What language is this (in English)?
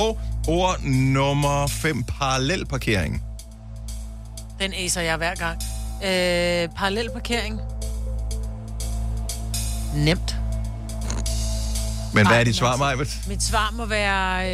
Danish